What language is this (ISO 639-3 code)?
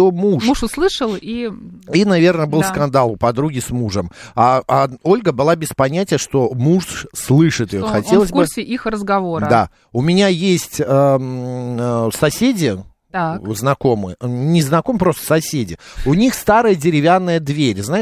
rus